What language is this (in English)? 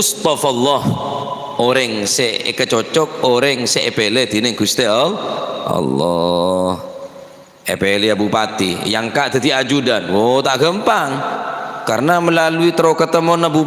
Madurese